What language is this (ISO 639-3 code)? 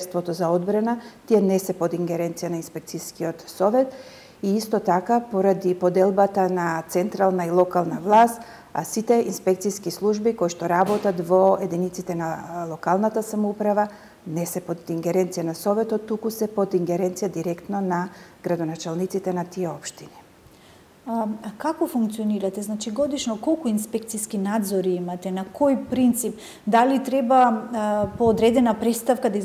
mkd